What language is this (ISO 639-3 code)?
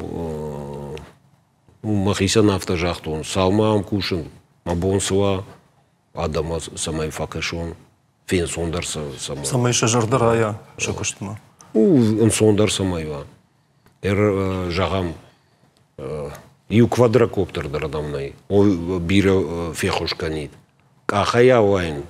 oss